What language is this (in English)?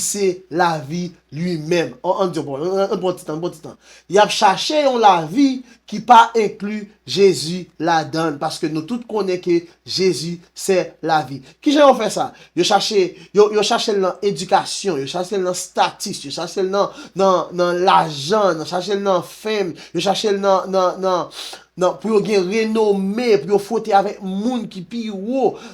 Haitian Creole